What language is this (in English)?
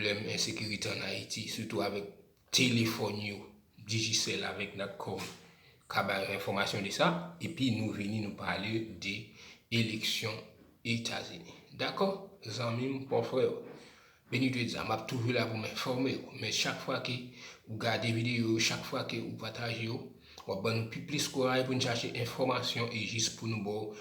Haitian Creole